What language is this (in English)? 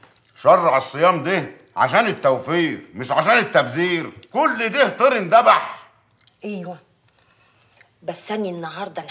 Egyptian Arabic